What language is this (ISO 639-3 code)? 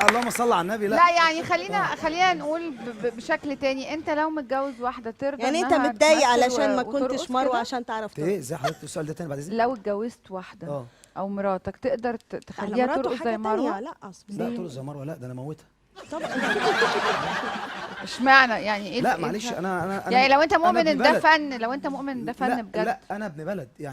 arz